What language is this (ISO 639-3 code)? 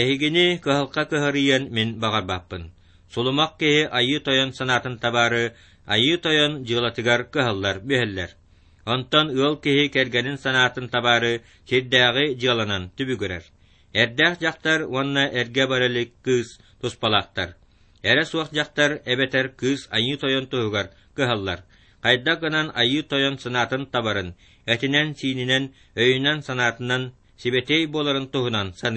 sah